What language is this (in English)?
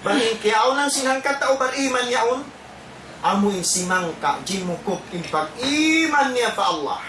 Tausug